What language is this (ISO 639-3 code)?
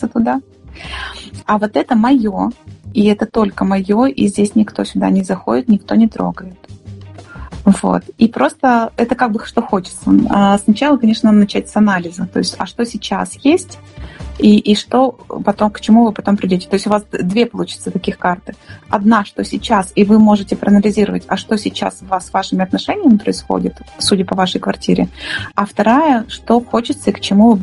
rus